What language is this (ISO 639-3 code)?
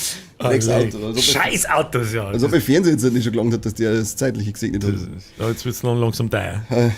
bar